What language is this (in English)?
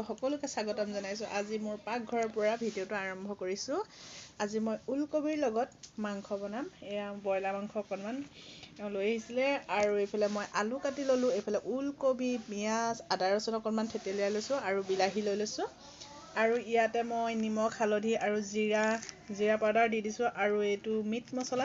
Assamese